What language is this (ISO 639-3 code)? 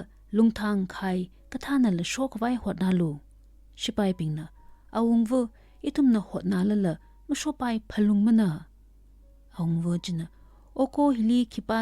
nmf